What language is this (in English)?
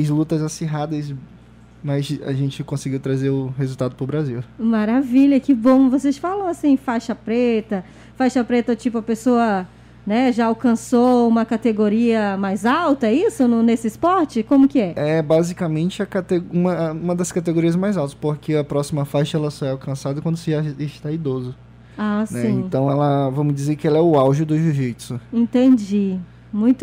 Portuguese